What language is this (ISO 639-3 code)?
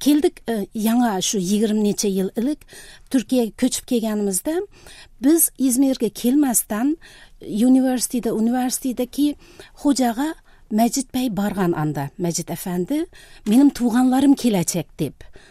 tat